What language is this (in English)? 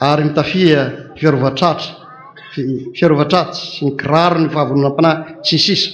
Malagasy